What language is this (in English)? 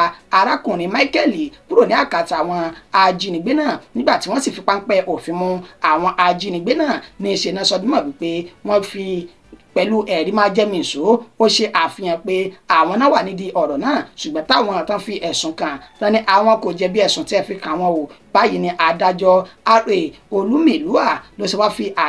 Yoruba